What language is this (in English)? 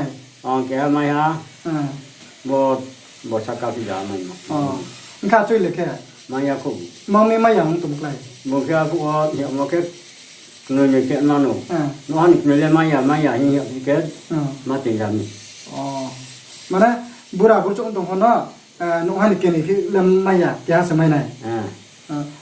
Riang (India)